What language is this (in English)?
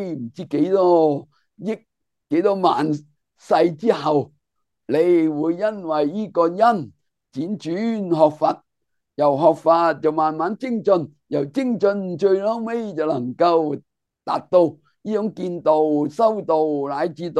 Cantonese